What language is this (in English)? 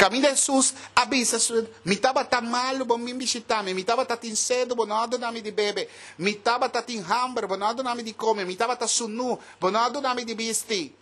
Papiamento